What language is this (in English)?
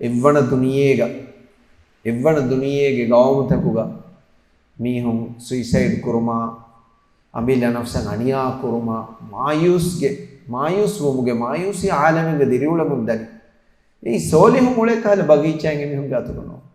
Divehi